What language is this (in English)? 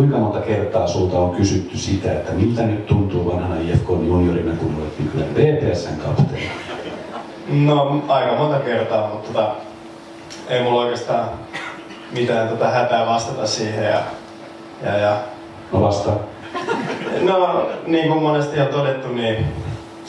Finnish